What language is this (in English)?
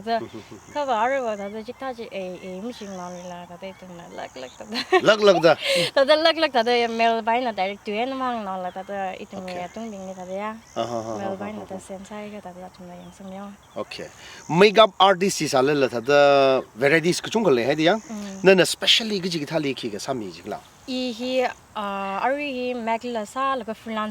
Tangkhul Naga (India)